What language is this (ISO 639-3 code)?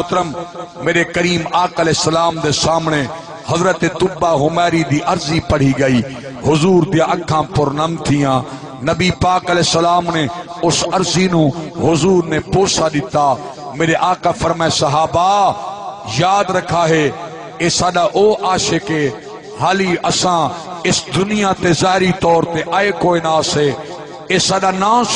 skr